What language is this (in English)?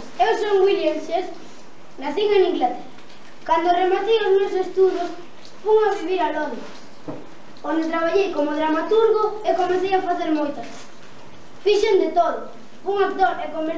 Galician